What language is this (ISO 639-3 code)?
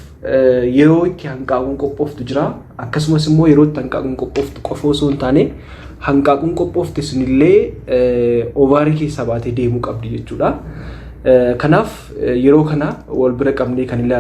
orm